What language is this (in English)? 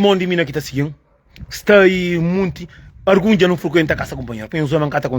Kabuverdianu